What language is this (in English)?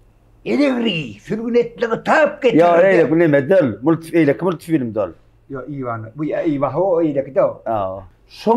Turkmen